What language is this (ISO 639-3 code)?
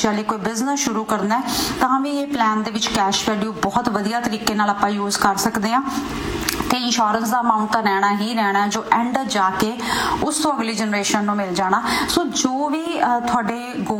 pan